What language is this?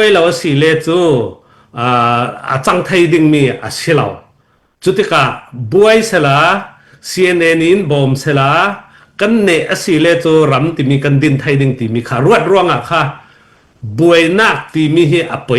Hakha Chin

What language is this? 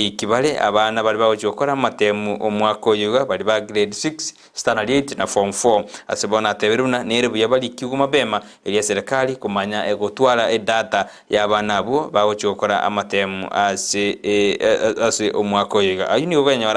Gusii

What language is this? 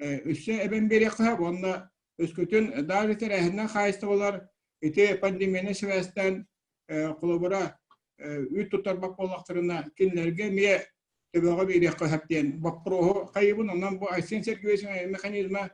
Yakut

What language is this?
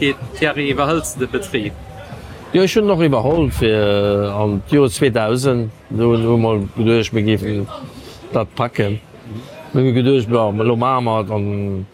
Luxembourgish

